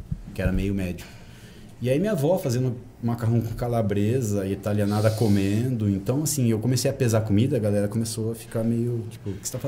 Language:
Portuguese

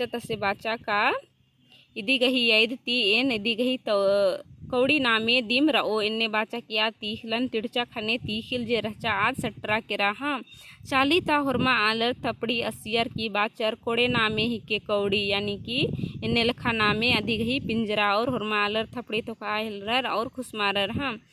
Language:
Kurukh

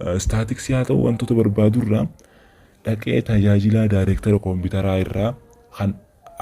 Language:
Oromo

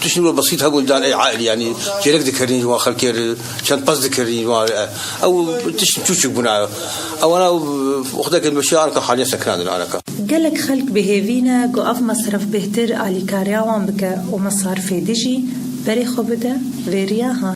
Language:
Kurdish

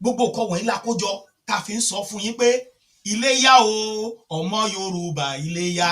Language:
Yoruba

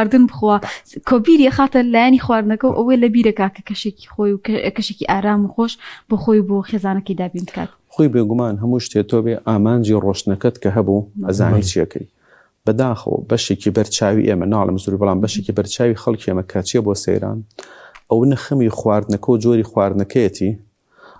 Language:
Central Kurdish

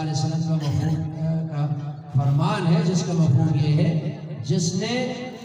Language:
Eastern Balochi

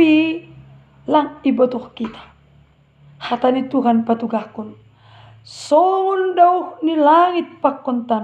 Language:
Batak Simalungun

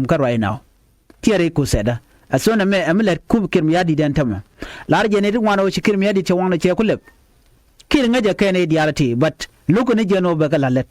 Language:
Nuer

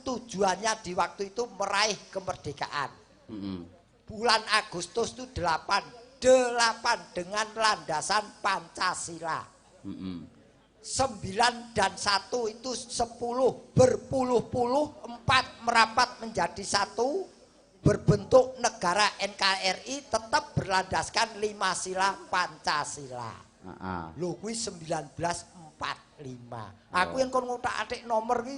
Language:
Javanese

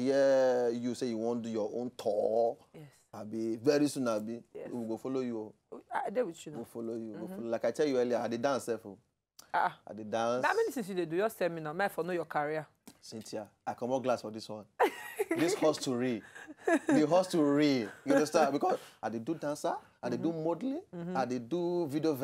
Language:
Nigerian Pidgin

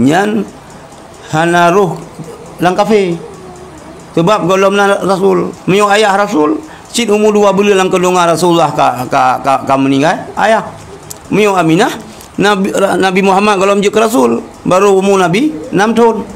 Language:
Achinese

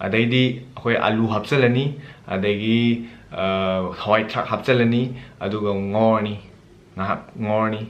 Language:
Manipuri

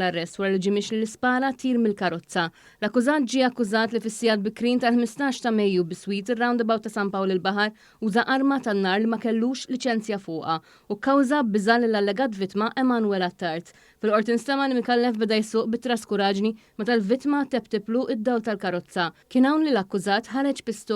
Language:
Maltese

